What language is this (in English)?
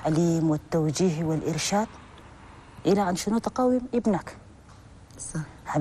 Arabic